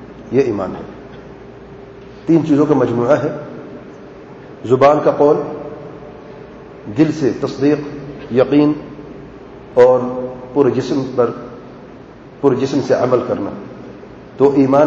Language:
Urdu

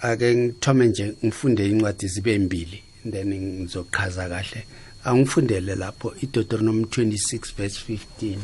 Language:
South Ndebele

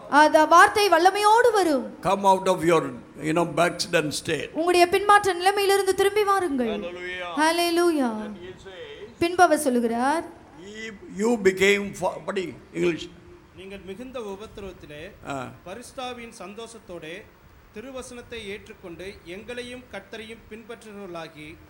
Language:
Tamil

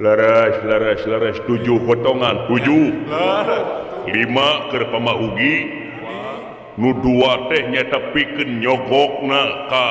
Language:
Sundanese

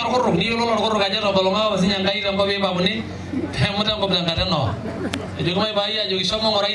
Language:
Masai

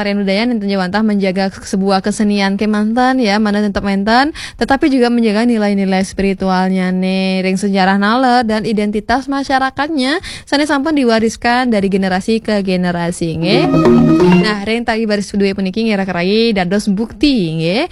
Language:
Balinese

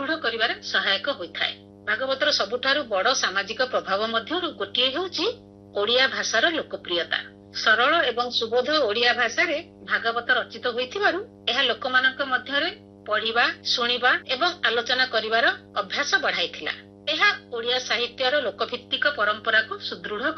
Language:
Odia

